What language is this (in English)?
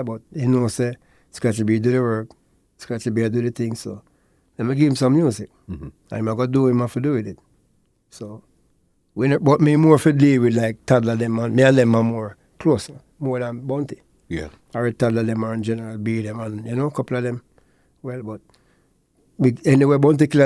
Jamaican Creole English